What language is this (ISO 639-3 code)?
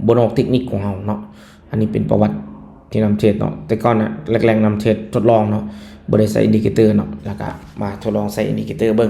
lao